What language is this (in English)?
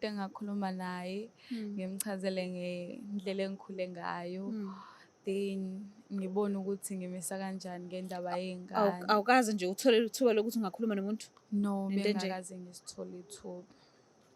Zulu